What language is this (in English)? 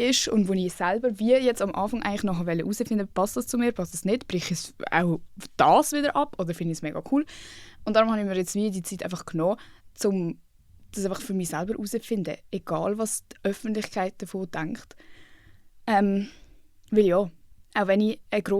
Swiss German